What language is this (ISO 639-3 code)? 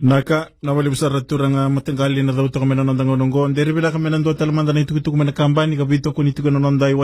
fij